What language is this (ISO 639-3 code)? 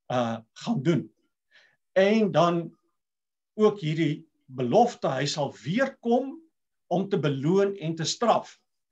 afr